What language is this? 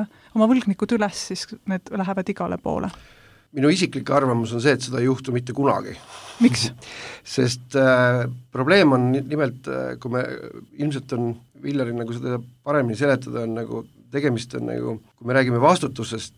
Estonian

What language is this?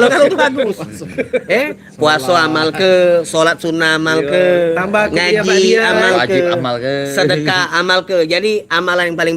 Musi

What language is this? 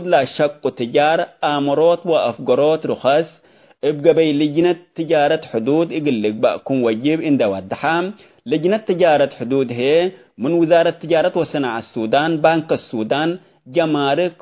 Tigre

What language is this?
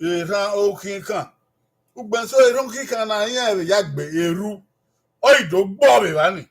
Bini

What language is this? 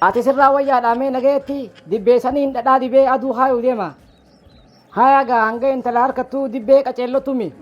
Oromo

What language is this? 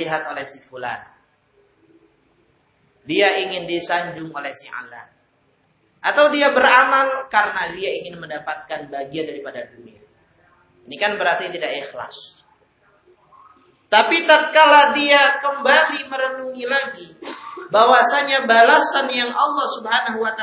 Indonesian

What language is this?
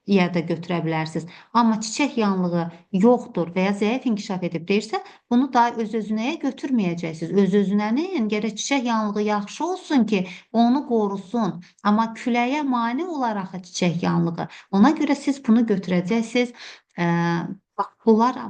Azerbaijani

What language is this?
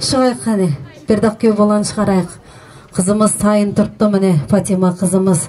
Kara-Kalpak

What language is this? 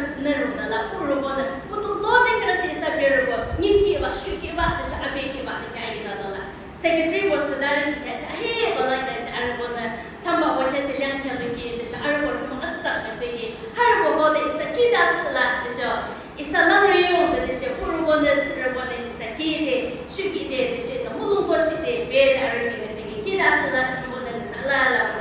Yimchungru Naga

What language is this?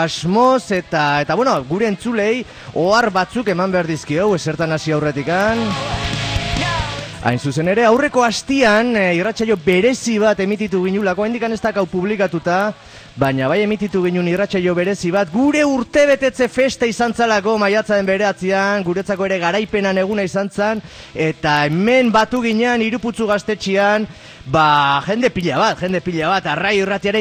Basque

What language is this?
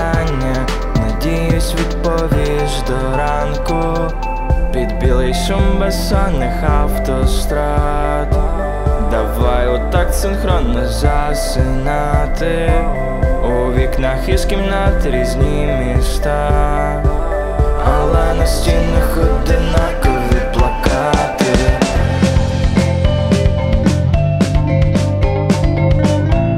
Ukrainian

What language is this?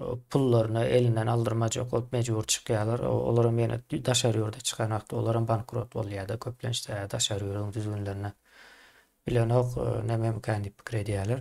Turkmen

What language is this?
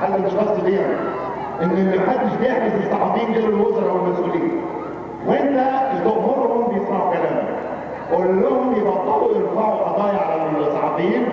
Egyptian Arabic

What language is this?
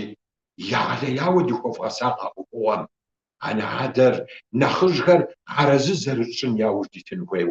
Kabardian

